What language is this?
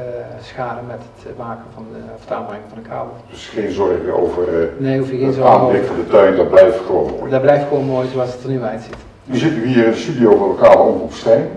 Dutch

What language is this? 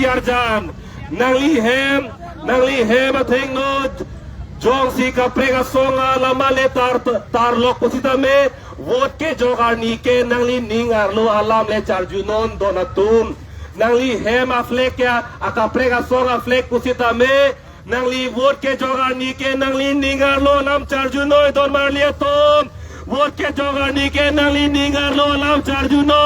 Karbi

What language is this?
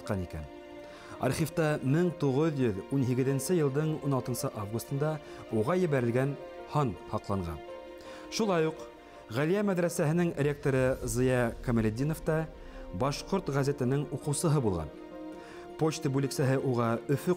Bashkir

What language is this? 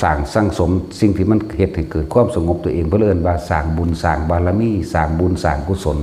Northeastern Thai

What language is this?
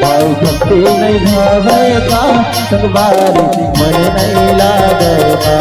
Chhattisgarhi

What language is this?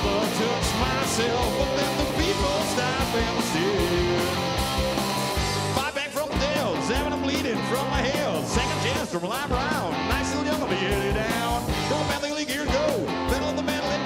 Western Frisian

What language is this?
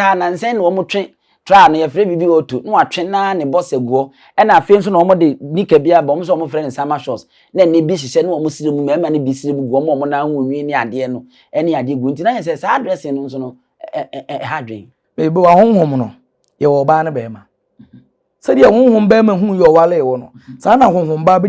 Akan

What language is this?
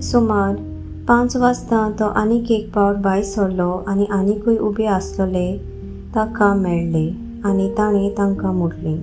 Konkani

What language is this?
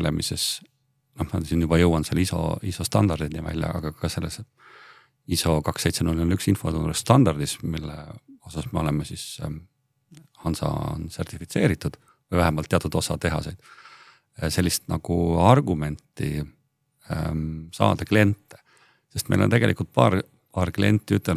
Estonian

